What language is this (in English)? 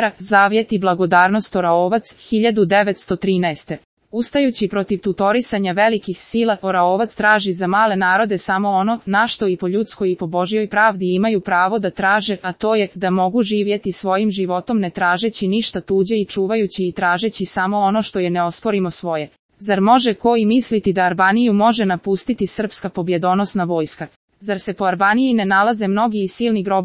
Serbian